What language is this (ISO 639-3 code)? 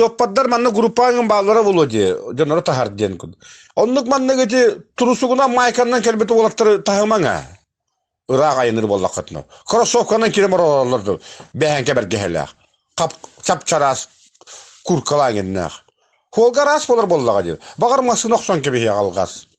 sah